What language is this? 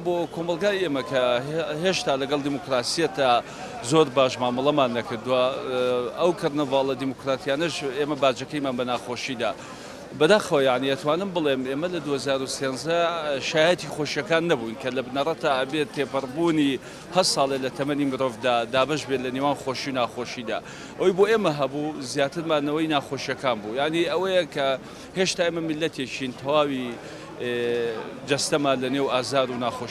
Central Kurdish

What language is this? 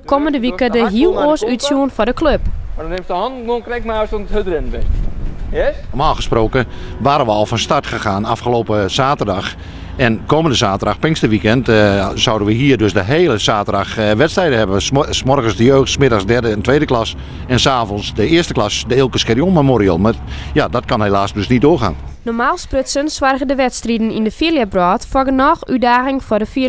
Western Frisian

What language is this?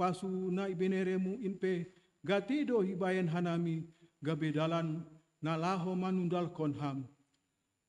Batak Simalungun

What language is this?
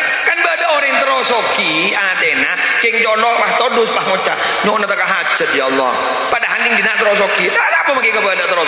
Madurese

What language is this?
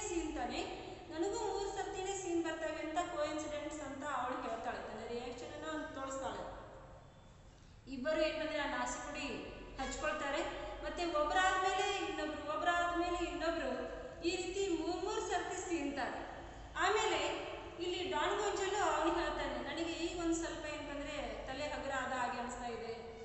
Kannada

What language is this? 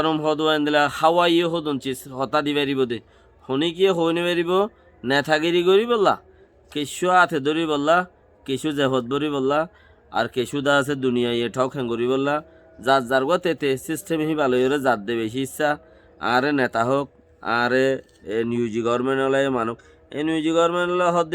Rohingya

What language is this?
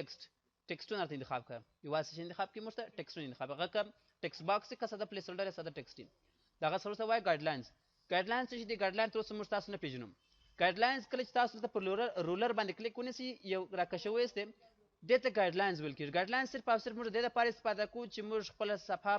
Pashto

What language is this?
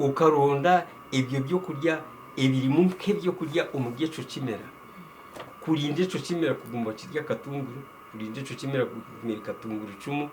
Nyankole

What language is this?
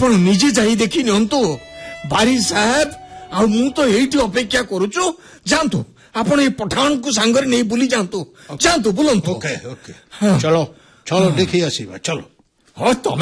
Odia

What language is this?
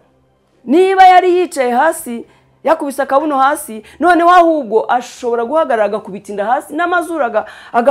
Kinyarwanda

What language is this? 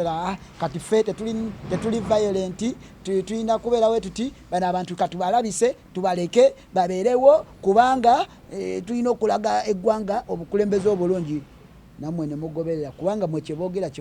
Ganda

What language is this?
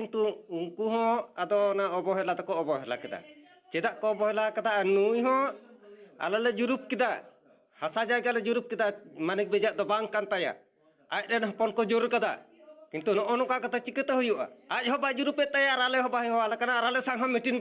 Santali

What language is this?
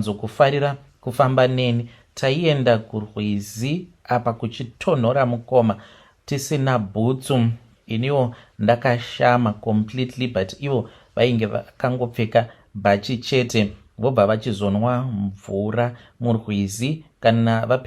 Shona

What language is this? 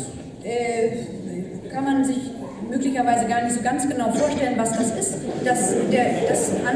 German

